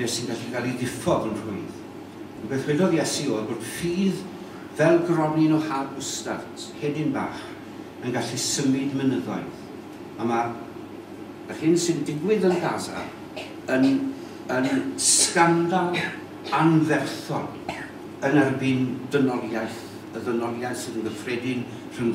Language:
Welsh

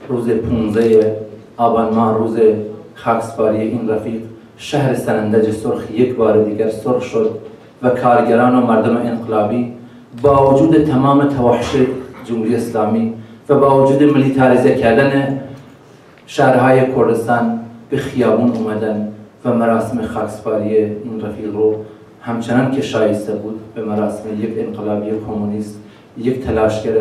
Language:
Persian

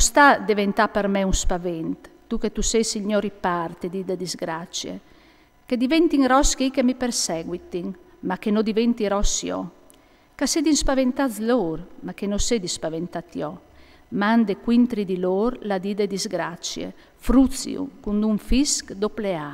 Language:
Friulian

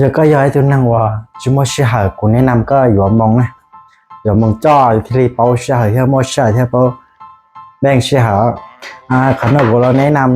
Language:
Hmong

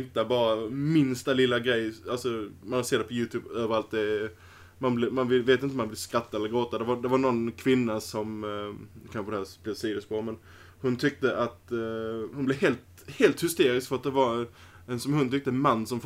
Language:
Swedish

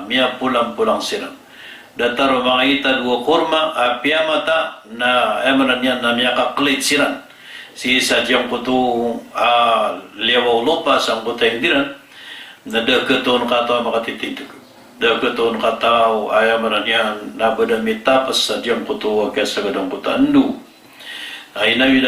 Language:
Maranao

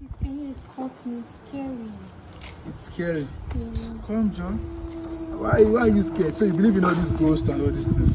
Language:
Nigerian Pidgin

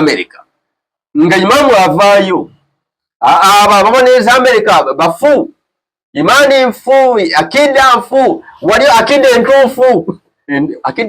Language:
Ganda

